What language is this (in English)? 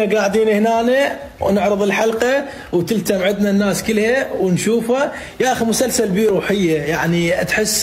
Mesopotamian Arabic